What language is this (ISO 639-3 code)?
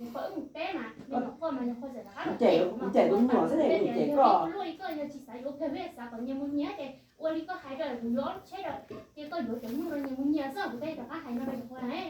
hmn